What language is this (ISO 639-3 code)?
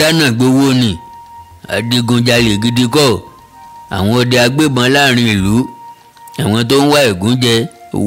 yor